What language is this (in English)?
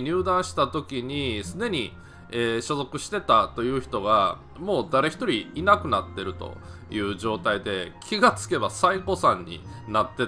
Japanese